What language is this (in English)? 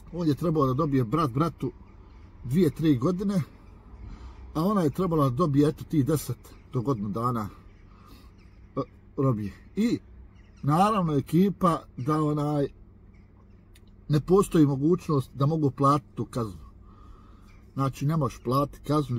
Bosnian